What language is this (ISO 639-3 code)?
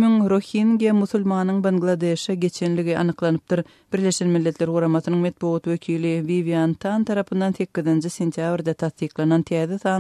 tuk